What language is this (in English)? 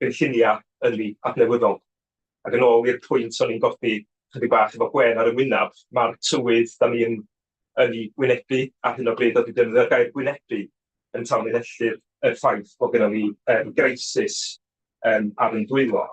Welsh